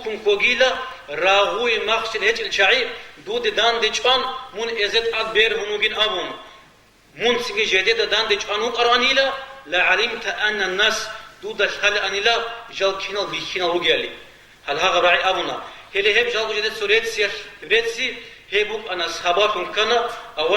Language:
Avaric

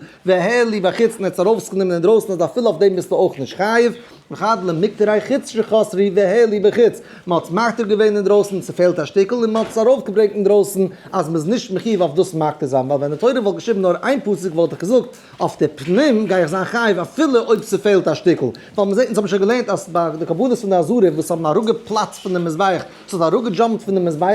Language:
Yiddish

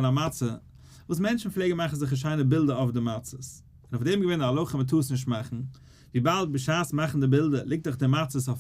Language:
Yiddish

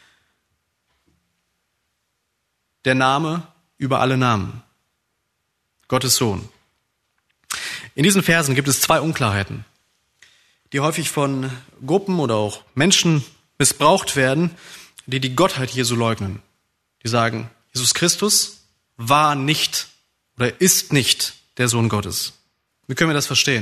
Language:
German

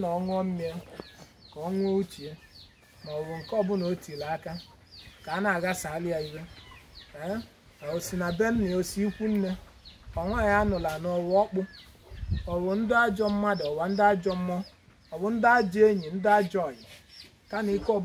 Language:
Igbo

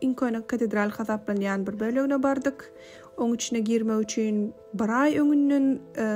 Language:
Turkmen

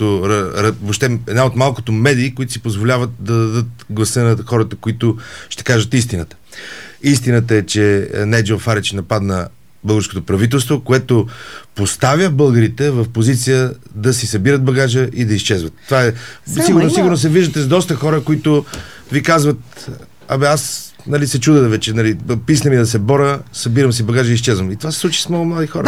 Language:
Bulgarian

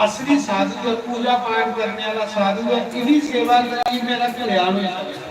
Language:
Dogri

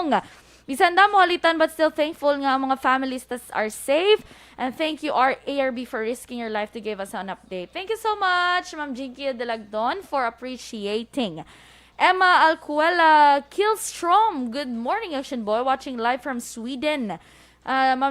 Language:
Hiligaynon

